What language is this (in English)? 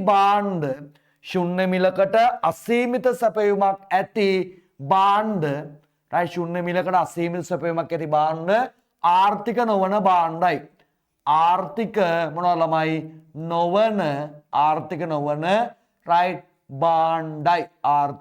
Sinhala